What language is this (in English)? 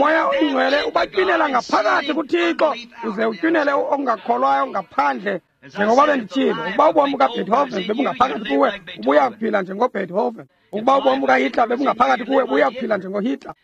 Xhosa